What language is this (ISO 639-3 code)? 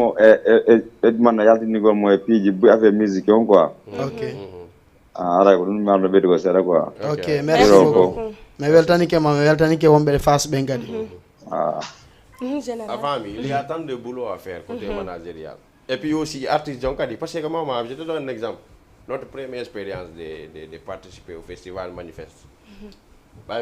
ful